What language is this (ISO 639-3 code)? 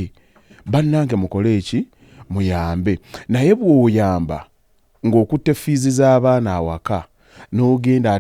lug